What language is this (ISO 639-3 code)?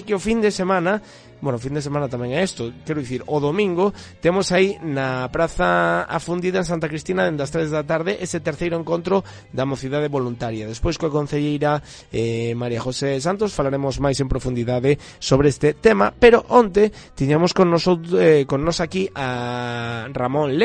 glg